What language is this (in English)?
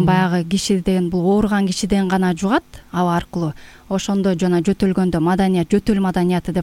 Kyrgyz